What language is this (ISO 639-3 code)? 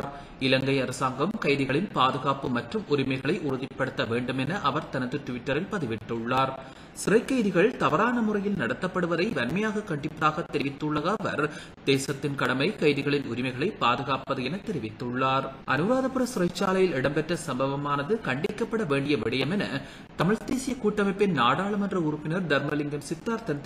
tam